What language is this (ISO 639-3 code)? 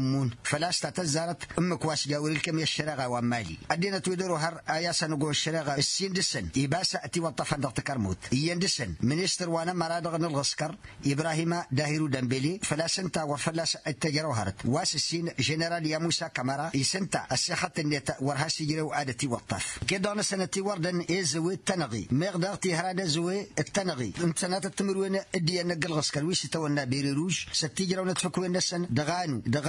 taq